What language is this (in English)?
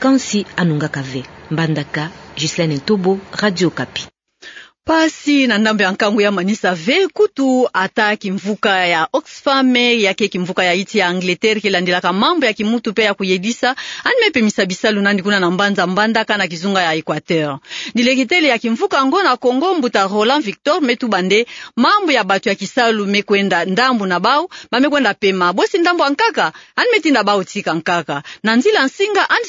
Kituba (Democratic Republic of Congo)